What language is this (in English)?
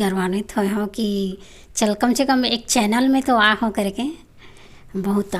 Chhattisgarhi